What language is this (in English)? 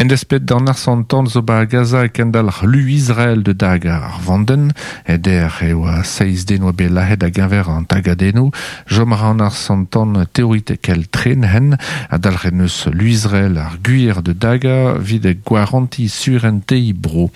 Breton